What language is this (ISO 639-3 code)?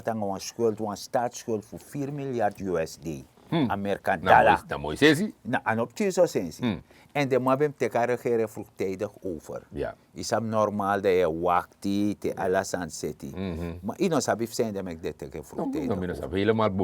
srn